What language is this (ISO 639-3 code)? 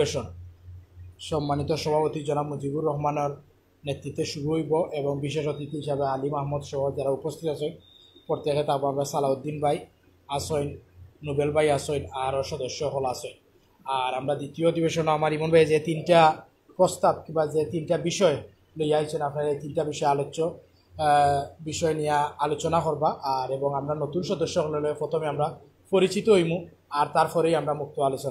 syl